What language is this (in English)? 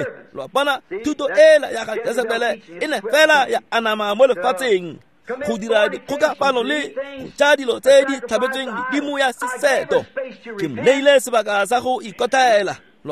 Tswana